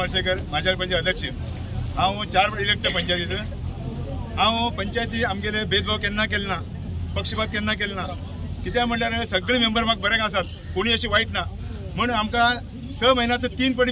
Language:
Konkani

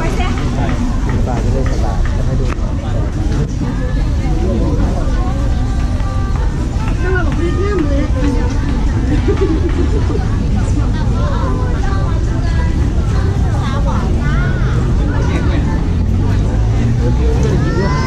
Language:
Thai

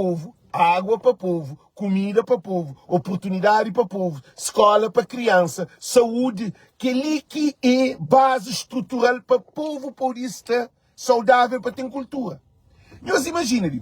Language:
Kabuverdianu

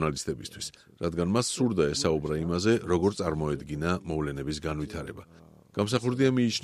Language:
Georgian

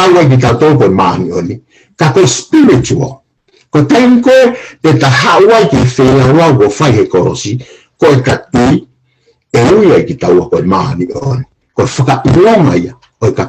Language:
Tongan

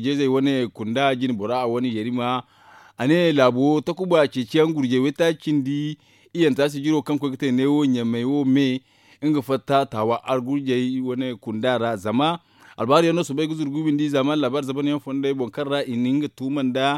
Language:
Zarma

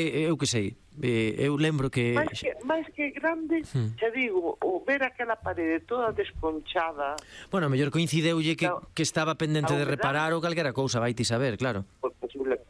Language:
Galician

